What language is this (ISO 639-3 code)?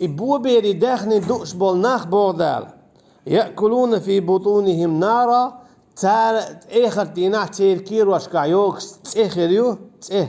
che